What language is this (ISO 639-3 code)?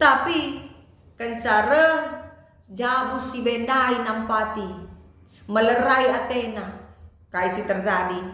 btx